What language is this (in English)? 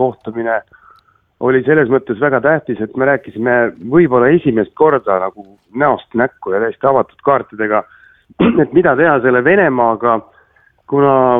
Estonian